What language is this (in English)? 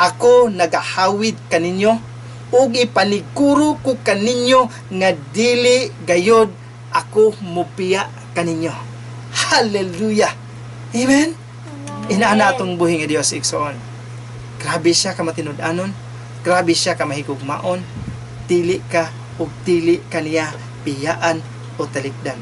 Cebuano